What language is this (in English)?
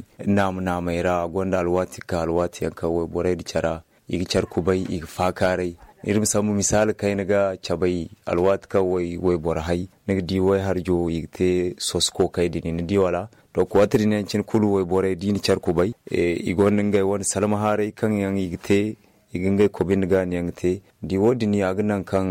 Zarma